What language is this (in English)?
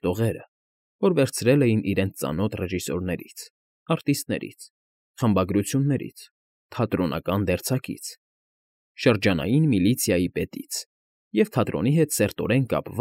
Armenian